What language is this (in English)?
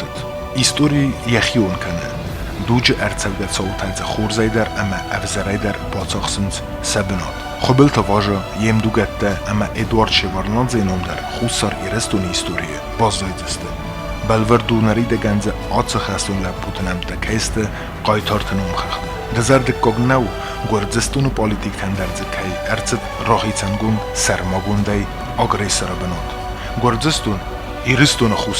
Ossetic